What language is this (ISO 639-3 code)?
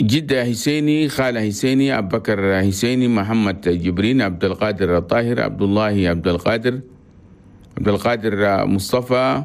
shu